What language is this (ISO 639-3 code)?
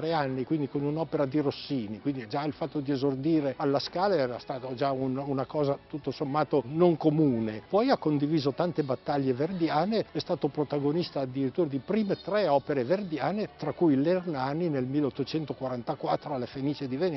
ita